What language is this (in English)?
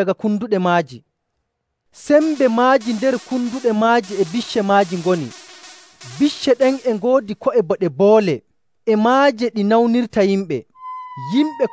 Nigerian Fulfulde